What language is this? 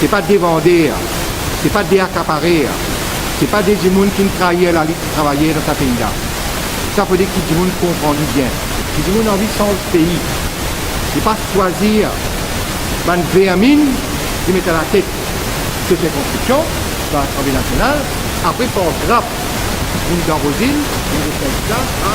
Morisyen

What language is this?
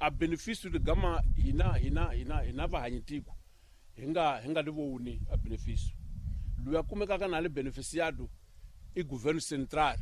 Tsonga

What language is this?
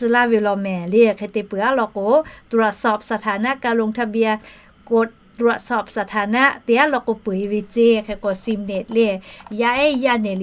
Lahu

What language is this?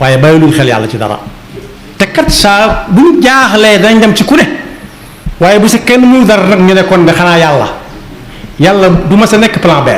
Wolof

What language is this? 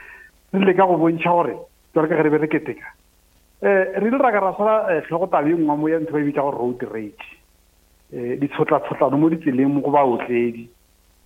Northern Sotho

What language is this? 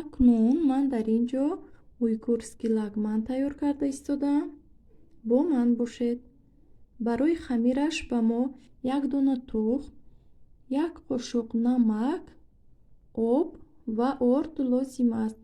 Tajik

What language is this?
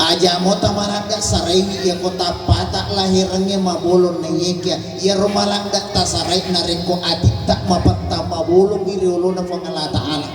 Buginese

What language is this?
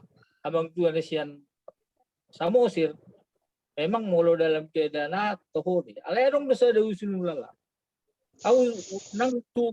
Batak Toba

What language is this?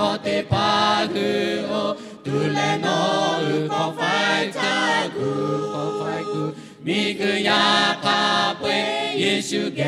Lahu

